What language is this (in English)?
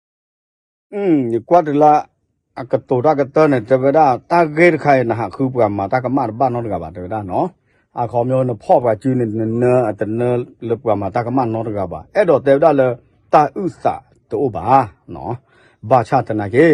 S'gaw Karen